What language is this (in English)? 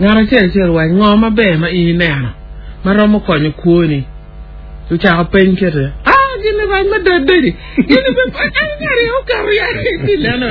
Acoli